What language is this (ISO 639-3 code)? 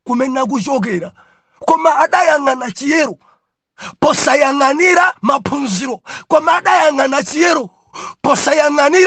nya